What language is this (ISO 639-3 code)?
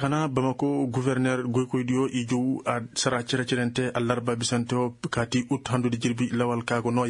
ses